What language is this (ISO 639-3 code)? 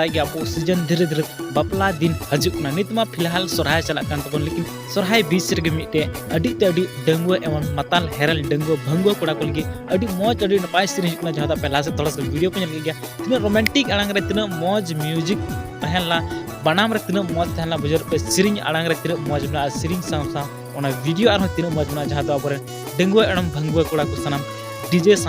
sat